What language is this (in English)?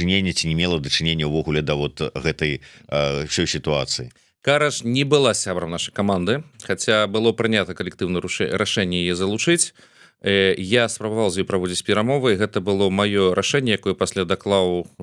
Belarusian